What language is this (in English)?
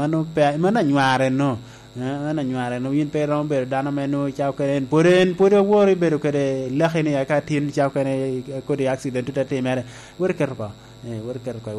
Lango (Uganda)